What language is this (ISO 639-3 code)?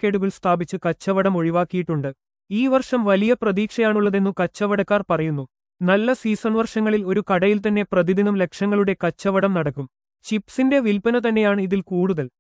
mal